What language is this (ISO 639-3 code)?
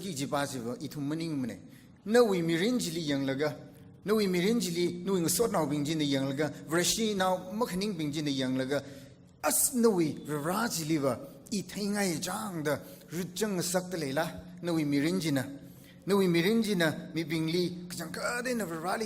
nmf